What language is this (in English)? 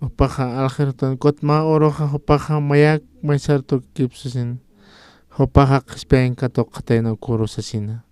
Aymara